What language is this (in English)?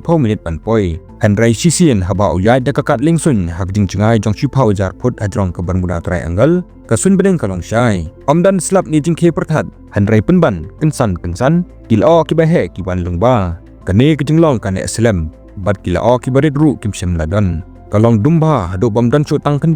Khasi